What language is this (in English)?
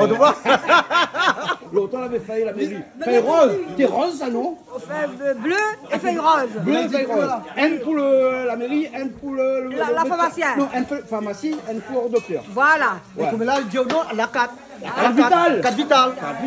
Réunion Creole French